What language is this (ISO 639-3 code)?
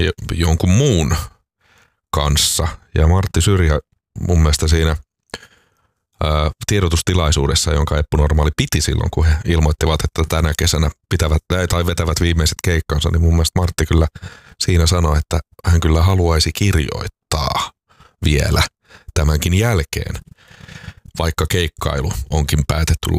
fin